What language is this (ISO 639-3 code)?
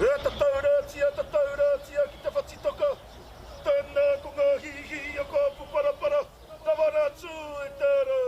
mri